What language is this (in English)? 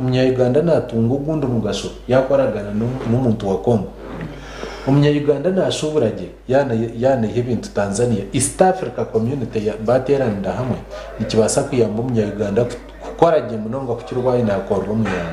Nyankole